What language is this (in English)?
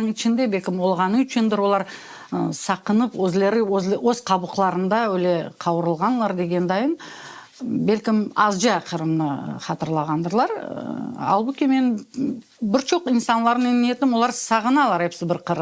Crimean Tatar